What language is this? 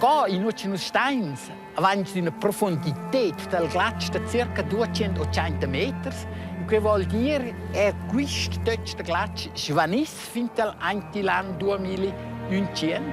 Romansh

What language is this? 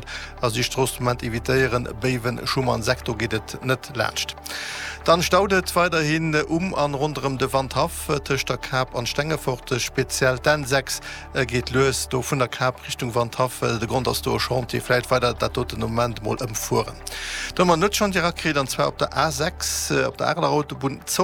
Luxembourgish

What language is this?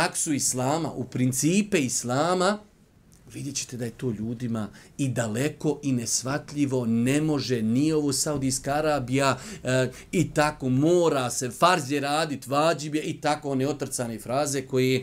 Bosnian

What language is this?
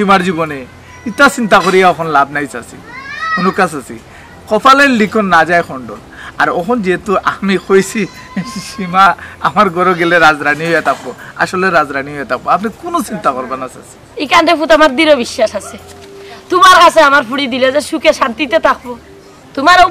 Sylheti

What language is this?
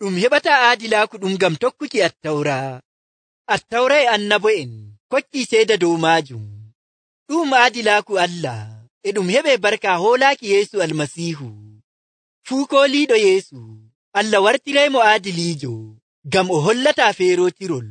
Nigerian Fulfulde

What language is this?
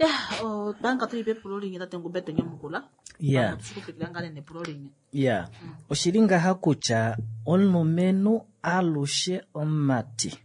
Kuanyama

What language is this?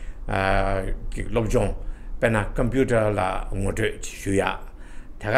Tibetan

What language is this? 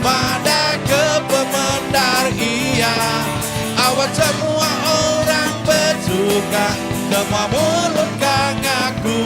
Iban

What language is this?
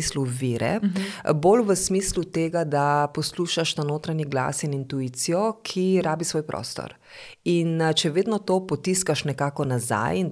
Slovenian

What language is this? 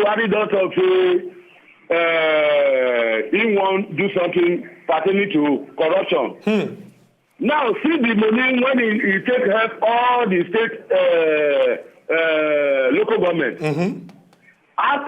Nigerian Pidgin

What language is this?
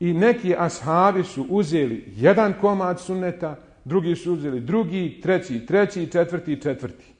Bosnian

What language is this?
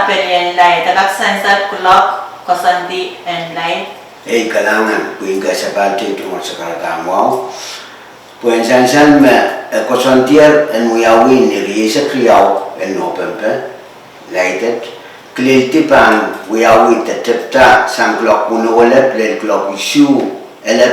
Pohnpeian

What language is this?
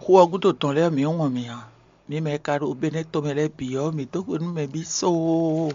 Fon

